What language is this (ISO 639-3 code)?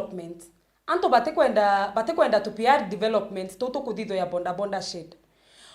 mer